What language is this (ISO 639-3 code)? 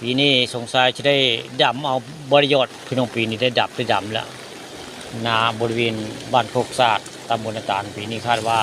tts